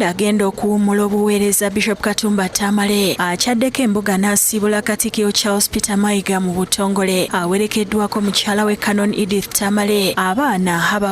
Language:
Ganda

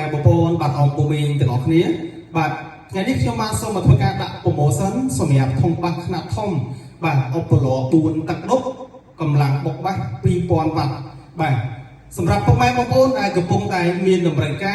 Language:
Khmer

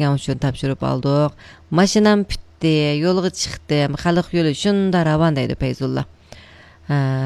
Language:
Uyghur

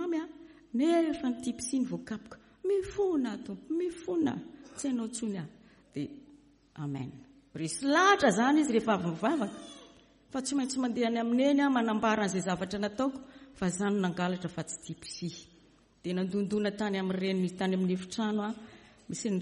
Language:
Malagasy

